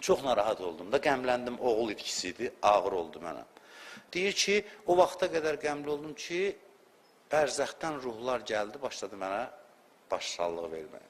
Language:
Azerbaijani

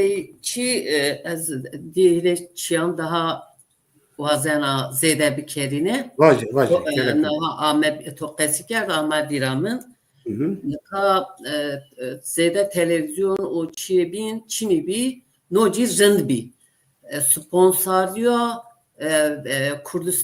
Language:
Zaza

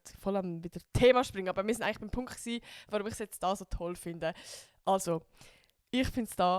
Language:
Swiss German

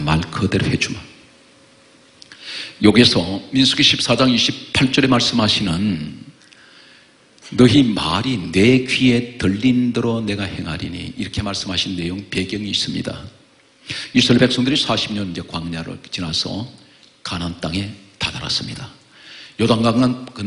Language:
Korean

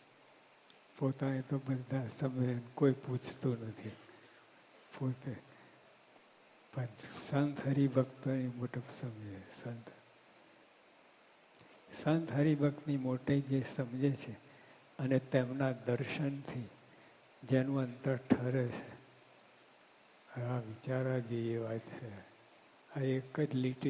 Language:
Gujarati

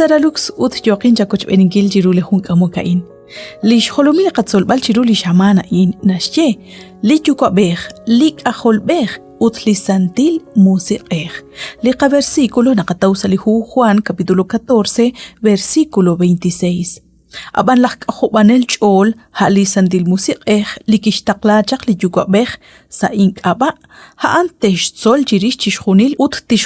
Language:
Kekchí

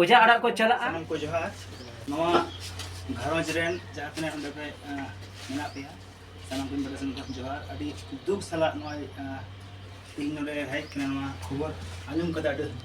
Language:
Santali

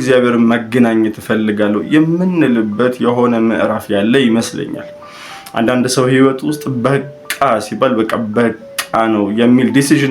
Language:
Amharic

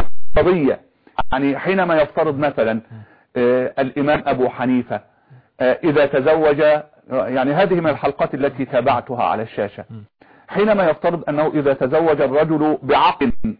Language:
Arabic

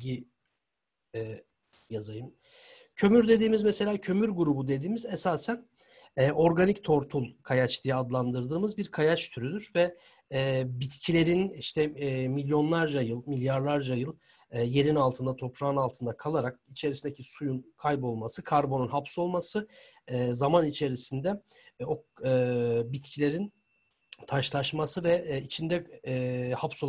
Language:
Turkish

